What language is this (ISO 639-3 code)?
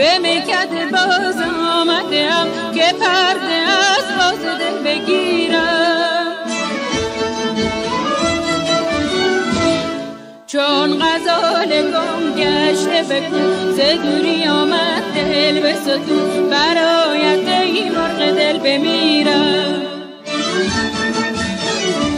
fas